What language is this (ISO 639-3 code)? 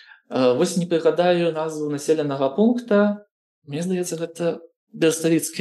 bel